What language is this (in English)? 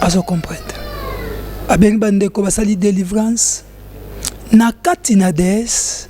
Lingala